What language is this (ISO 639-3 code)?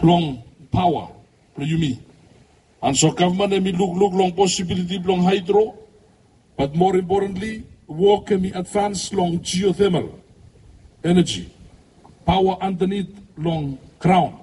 bis